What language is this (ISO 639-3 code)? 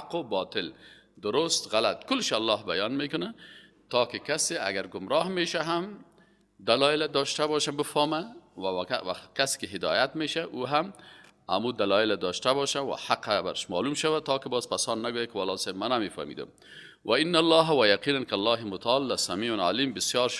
fas